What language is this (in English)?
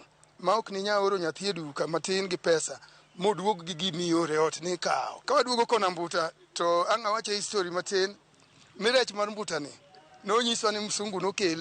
Luo (Kenya and Tanzania)